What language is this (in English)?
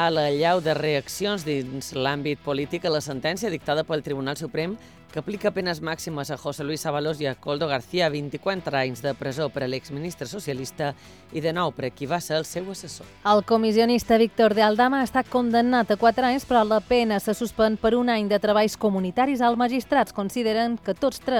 Catalan